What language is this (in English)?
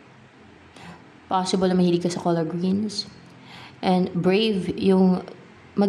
Filipino